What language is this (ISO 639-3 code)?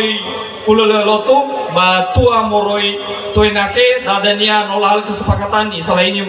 nia